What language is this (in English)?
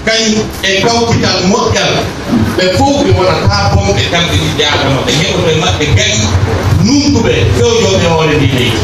Pular